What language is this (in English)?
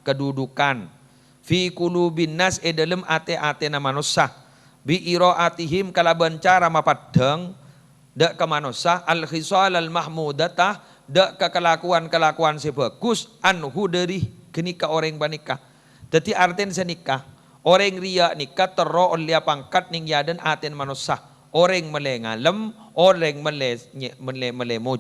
Madurese